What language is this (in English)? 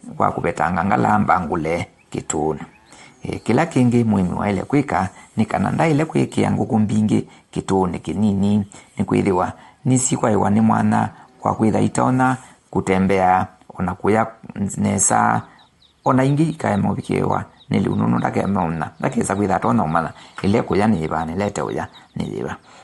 Kamba